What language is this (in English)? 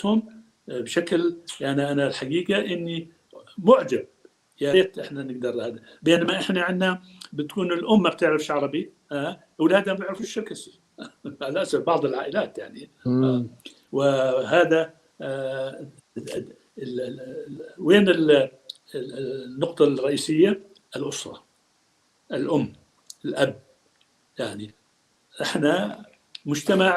North Levantine Arabic